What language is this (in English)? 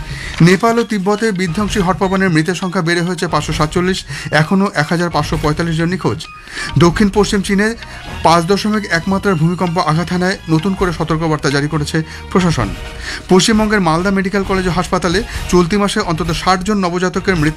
Bangla